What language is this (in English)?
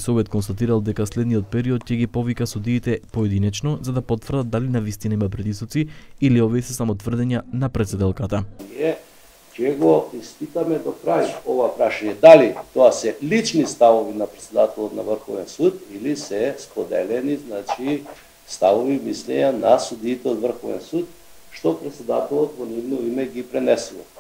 Macedonian